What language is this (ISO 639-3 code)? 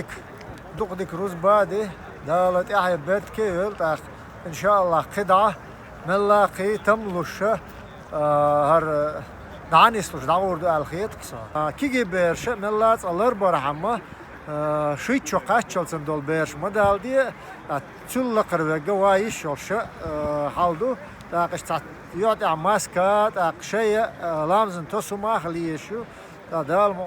che